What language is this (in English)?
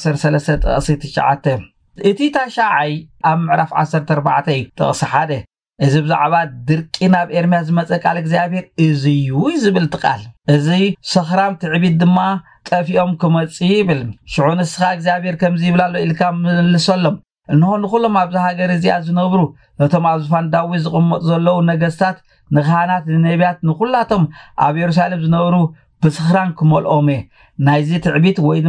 Tigrinya